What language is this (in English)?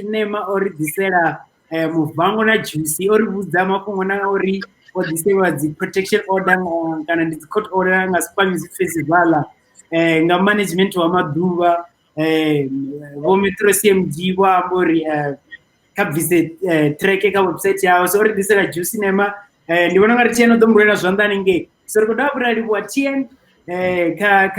Venda